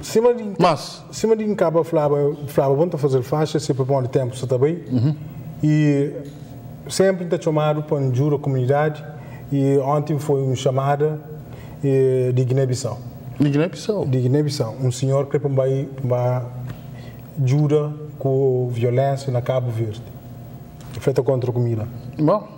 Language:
Kabuverdianu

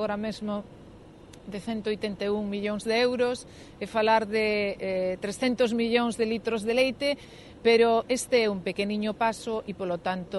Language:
Galician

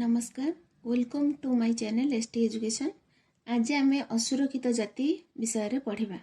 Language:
Odia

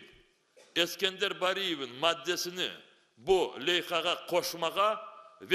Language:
Crimean Tatar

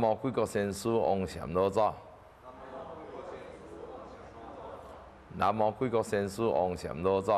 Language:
Chinese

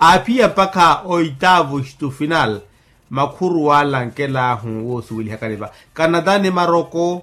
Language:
Makhuwa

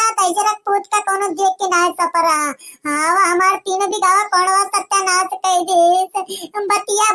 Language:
Awadhi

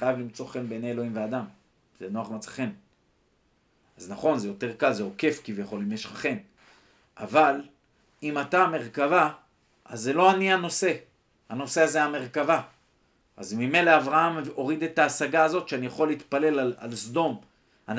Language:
Hebrew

